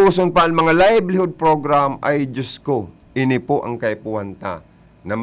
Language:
Bikol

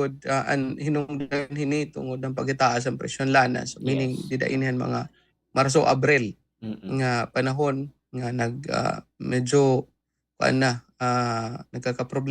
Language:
Waray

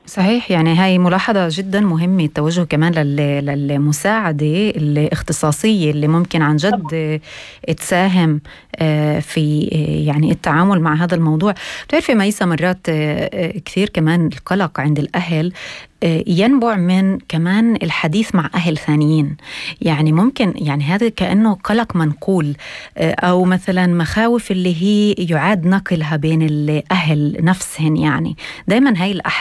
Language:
North Levantine Arabic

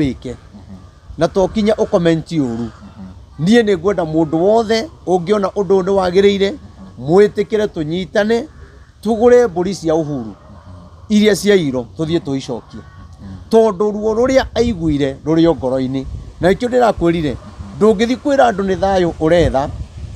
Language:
Kikuyu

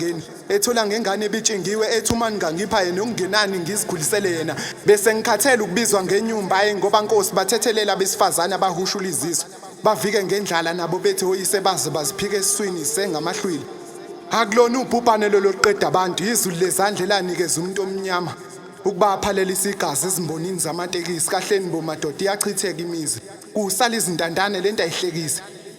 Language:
Zulu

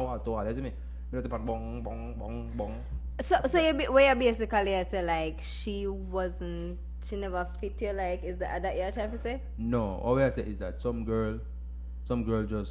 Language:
Jamaican Creole English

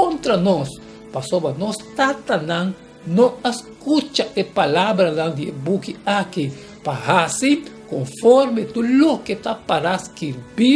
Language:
Papiamento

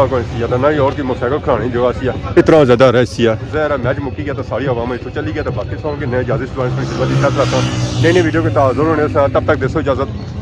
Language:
Pahari-Potwari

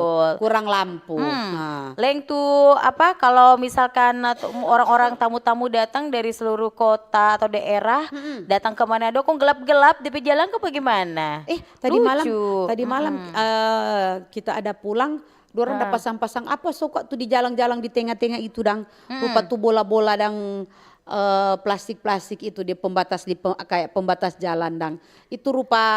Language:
Manado Malay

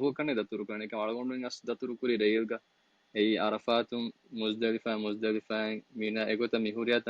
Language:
Divehi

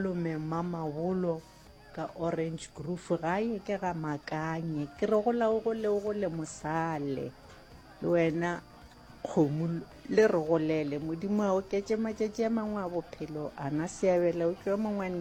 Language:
Northern Sotho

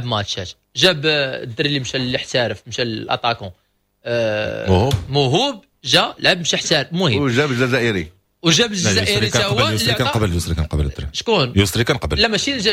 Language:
Moroccan Arabic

